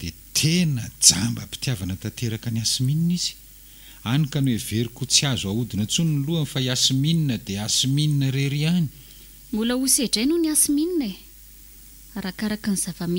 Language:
Malagasy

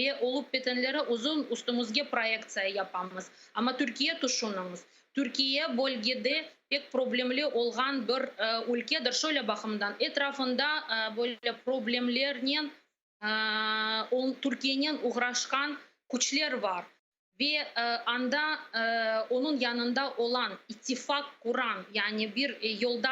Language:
Crimean Tatar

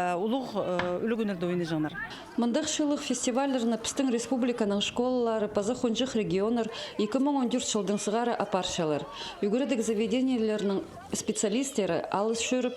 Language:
Khakas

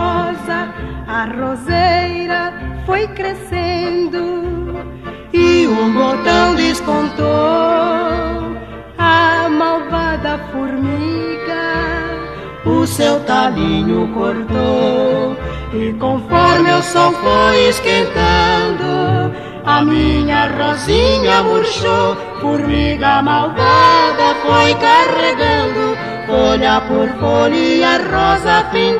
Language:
Portuguese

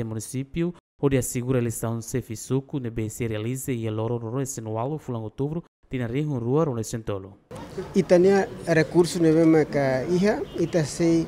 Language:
Tetum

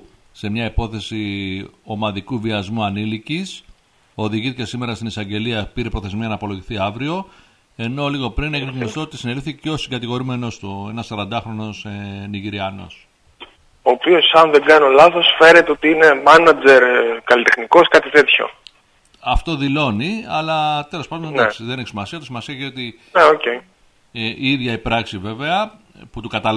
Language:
Greek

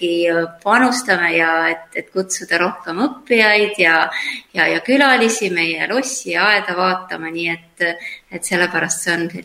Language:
Estonian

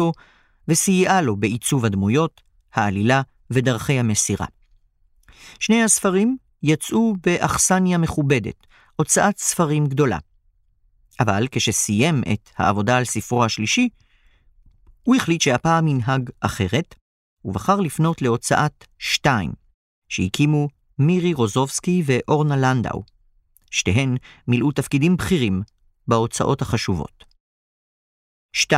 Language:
Hebrew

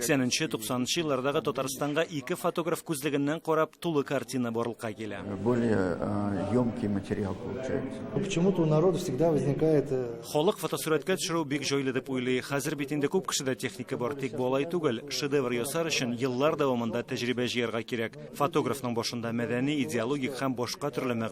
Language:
Tatar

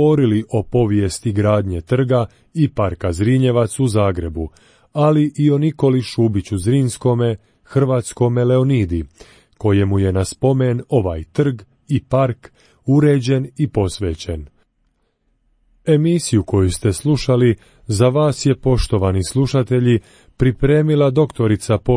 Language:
Croatian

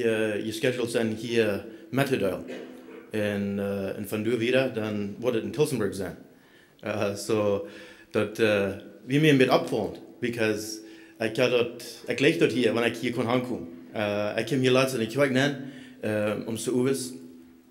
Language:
Plautdietsch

